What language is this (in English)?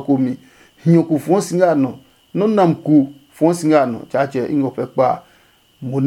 Adangme